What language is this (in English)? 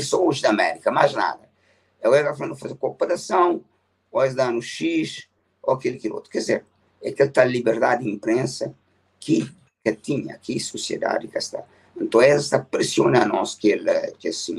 Kabuverdianu